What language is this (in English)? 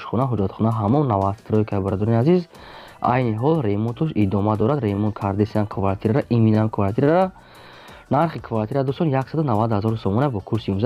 Tajik